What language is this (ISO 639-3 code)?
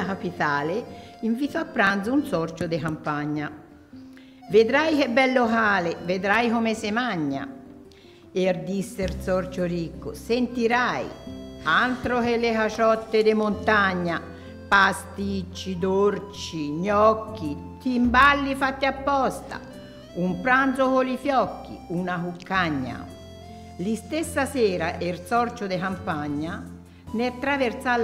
ita